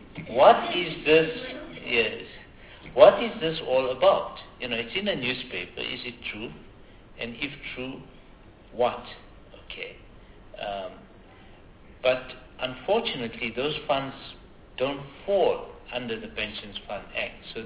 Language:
English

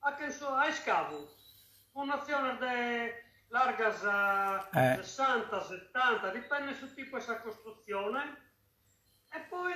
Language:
Sardinian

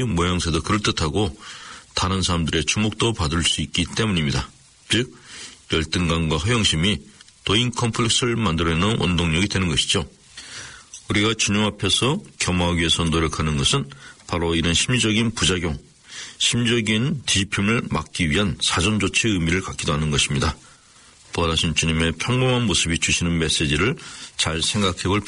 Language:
Korean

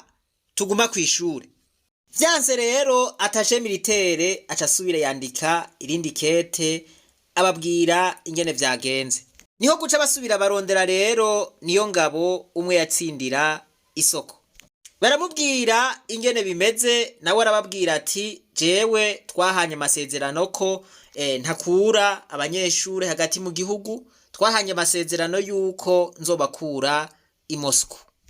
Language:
Rundi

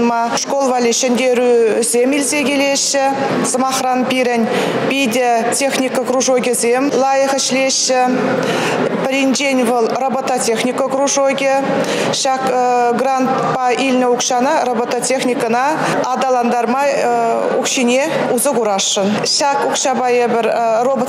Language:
Chuvash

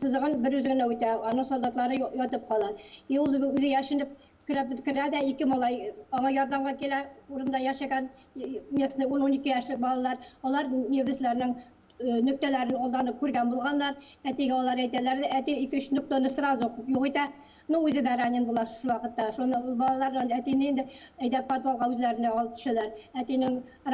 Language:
Bashkir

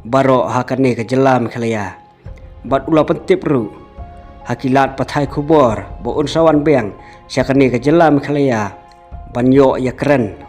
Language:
Khasi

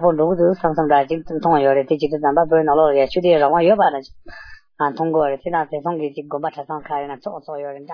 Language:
Tibetan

